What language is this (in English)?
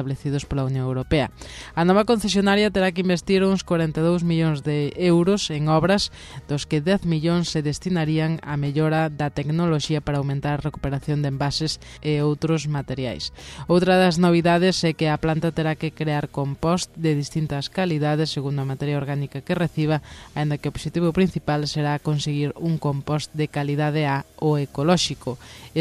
Galician